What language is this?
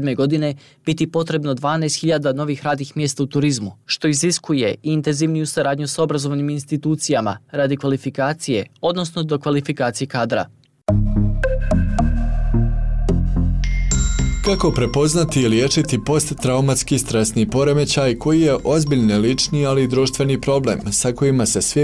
Bosnian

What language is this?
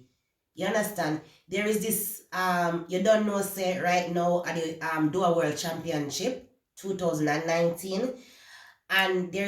Jamaican Creole English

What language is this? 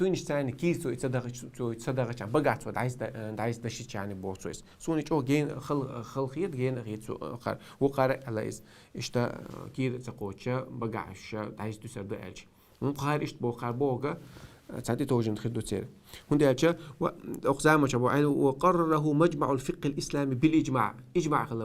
Chechen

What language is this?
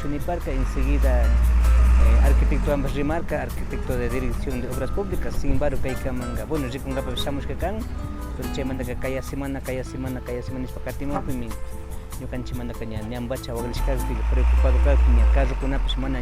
Imbabura Highland Quichua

